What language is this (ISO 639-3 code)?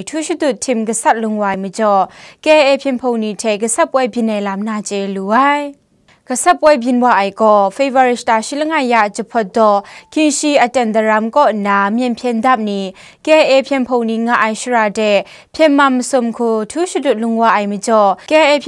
kac